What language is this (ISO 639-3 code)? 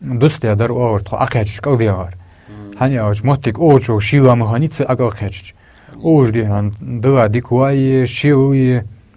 inh